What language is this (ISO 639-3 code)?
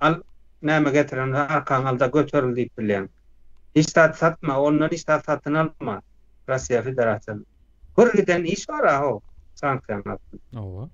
tuk